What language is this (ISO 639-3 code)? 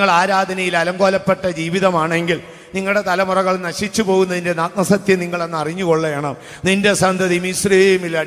mal